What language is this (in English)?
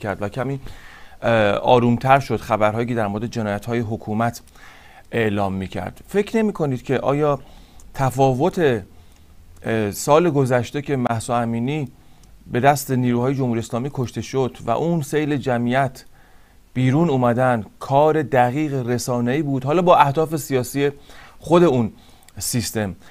Persian